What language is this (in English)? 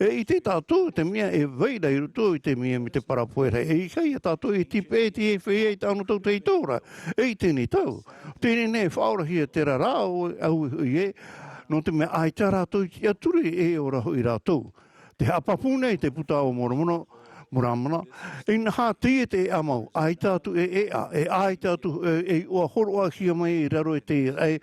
Tahitian